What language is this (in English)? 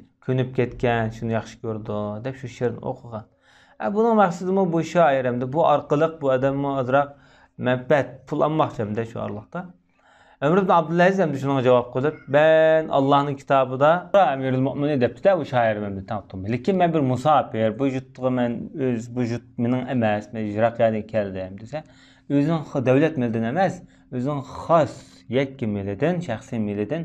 Uyghur